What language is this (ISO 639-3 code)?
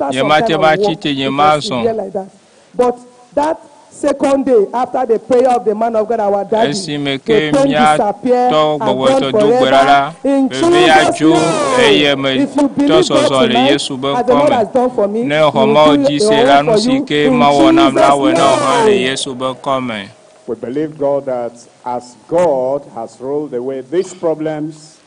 ewe